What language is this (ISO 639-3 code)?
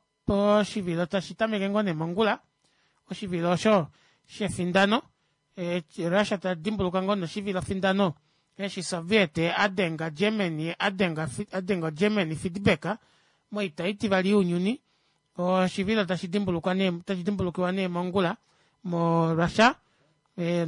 kua